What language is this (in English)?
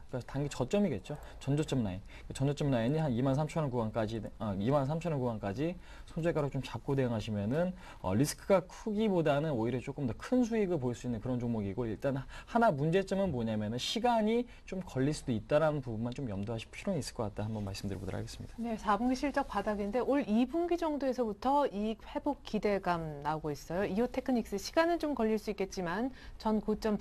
Korean